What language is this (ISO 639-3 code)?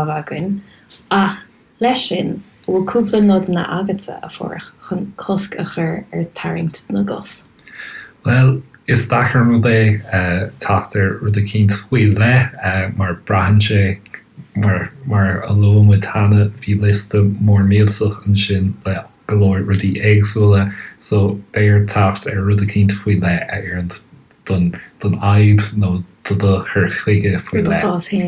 gle